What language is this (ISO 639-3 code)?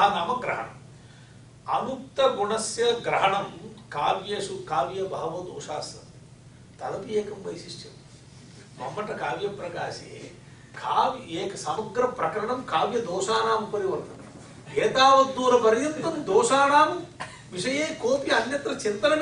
san